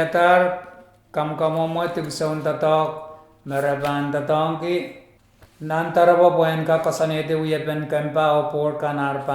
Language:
Pohnpeian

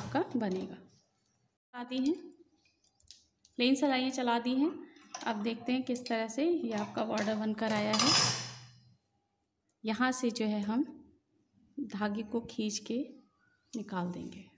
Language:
Hindi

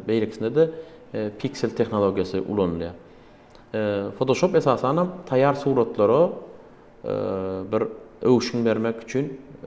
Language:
Turkmen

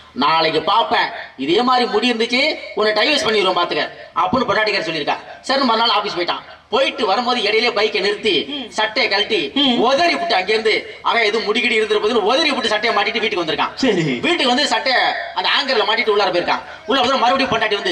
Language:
Tamil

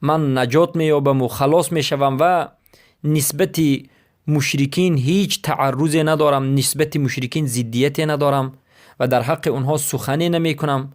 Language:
Persian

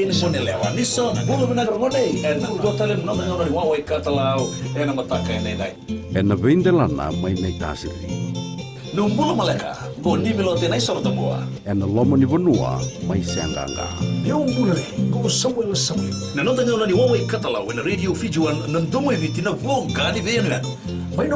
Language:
Fijian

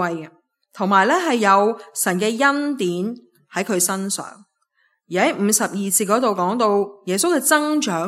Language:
Cantonese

